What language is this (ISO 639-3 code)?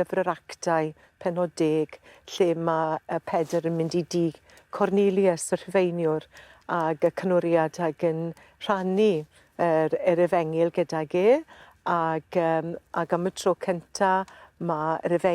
cym